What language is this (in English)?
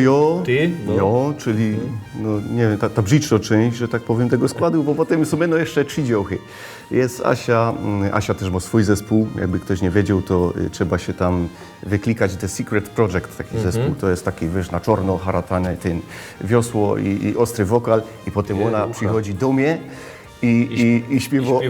Silesian